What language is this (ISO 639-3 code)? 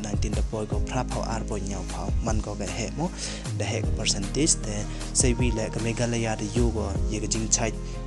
pbv